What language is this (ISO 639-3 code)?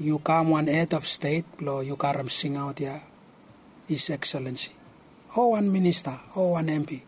bis